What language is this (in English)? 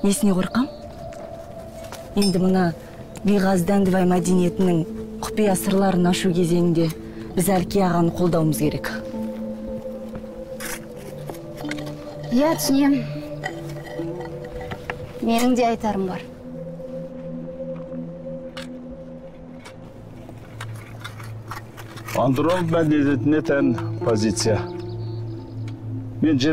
Kazakh